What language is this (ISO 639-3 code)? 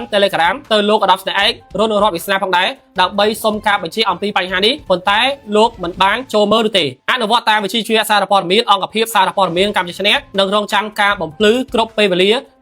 khm